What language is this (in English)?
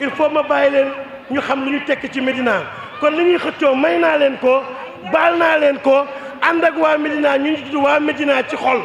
Wolof